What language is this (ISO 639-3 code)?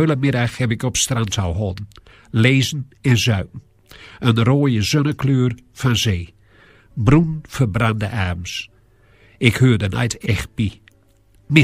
gos